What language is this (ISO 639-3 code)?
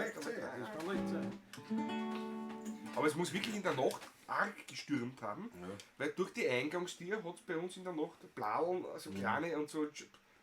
bar